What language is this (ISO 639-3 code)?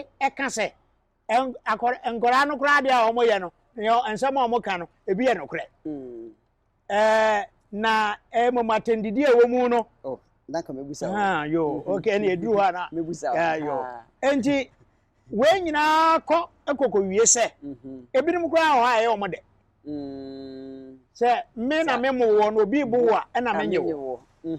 aka